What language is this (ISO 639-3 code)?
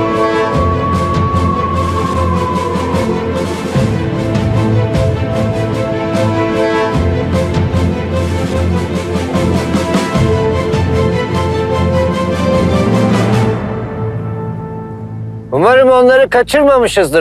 tur